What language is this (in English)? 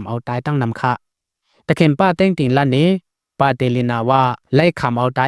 Shan